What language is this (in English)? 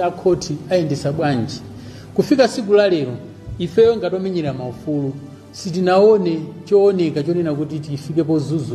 Nyanja